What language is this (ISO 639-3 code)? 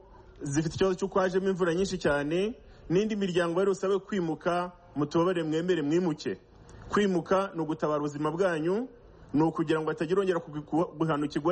kin